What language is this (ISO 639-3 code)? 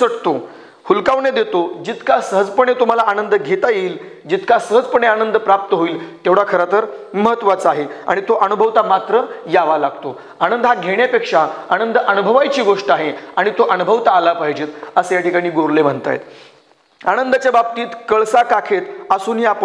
mar